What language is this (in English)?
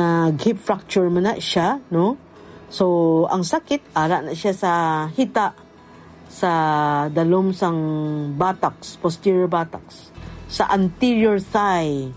Hiligaynon